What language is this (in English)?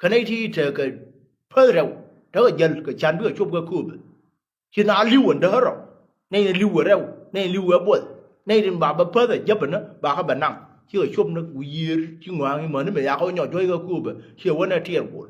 Nuer